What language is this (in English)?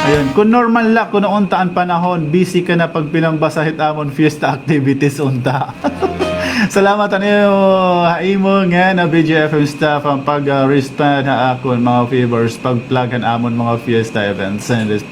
Waray